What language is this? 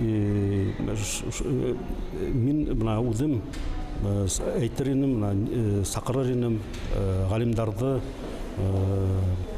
Bashkir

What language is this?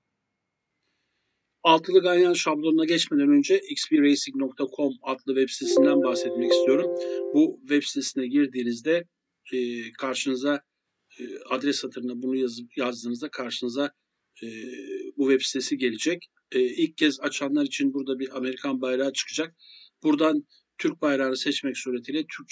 Turkish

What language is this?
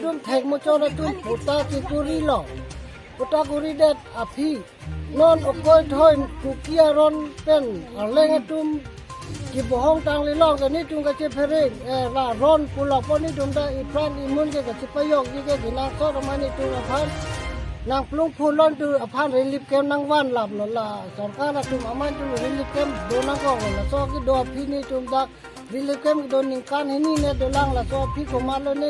Karbi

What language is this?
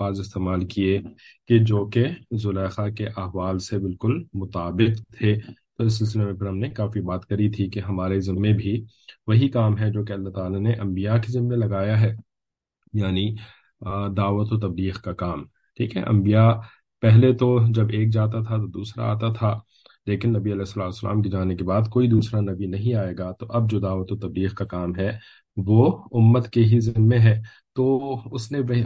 Urdu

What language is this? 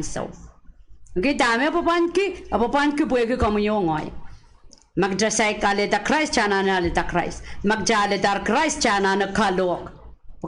Pohnpeian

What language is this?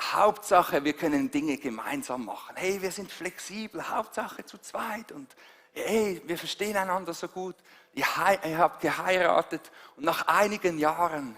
Swiss German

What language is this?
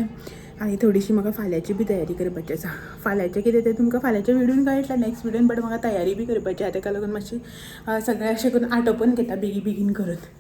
Konkani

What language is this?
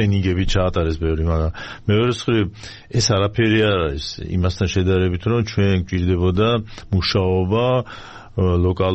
Georgian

